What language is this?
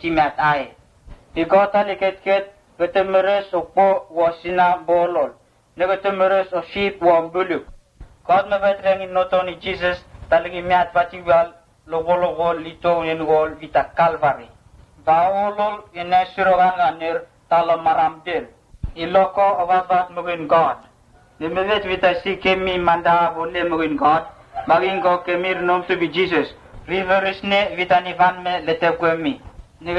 Vurës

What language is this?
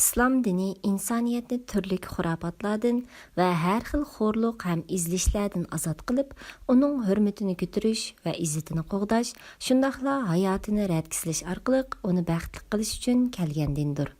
Uyghur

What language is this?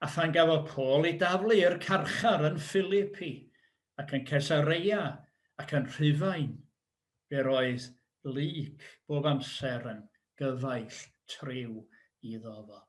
Welsh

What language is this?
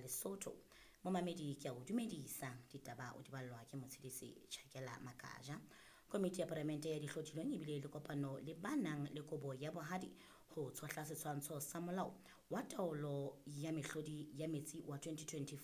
Southern Sotho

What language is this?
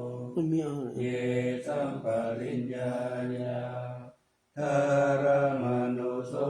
Pali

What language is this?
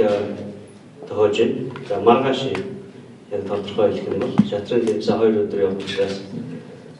Mongolian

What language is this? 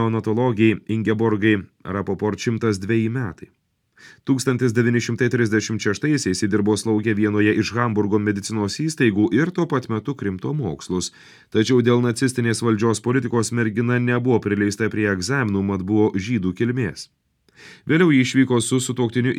Lithuanian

